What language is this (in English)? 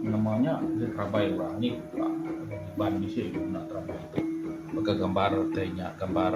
Iban